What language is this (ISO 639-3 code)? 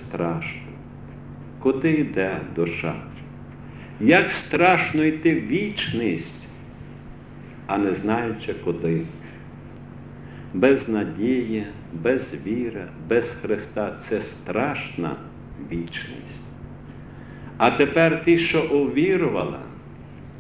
ukr